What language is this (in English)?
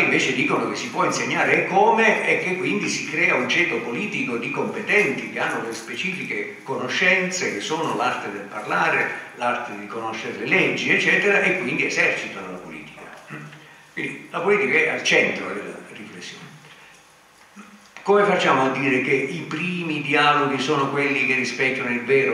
Italian